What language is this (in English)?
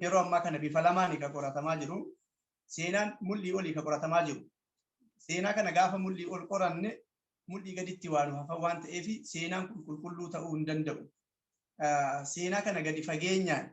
Oromo